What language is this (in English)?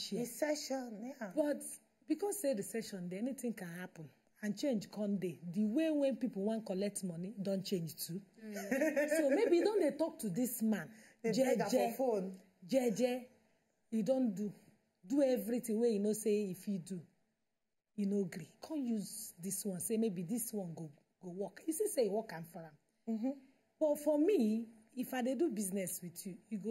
Nigerian Pidgin